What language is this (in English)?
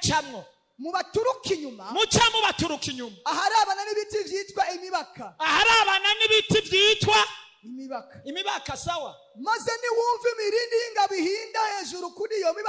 Rundi